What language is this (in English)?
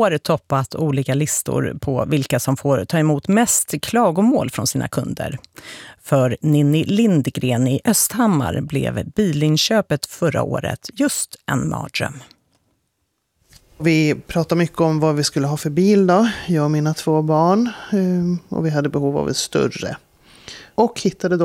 Swedish